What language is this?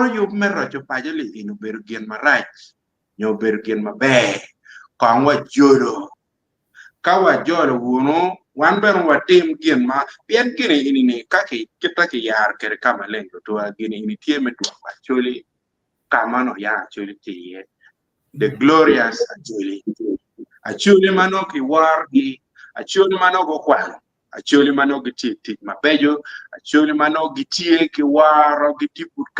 Acoli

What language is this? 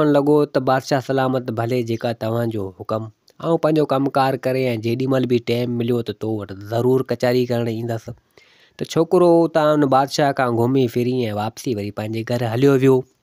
Sindhi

